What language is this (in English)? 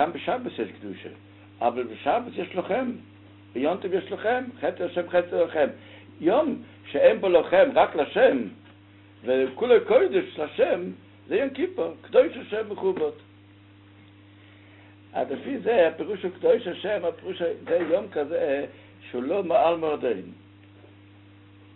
Hebrew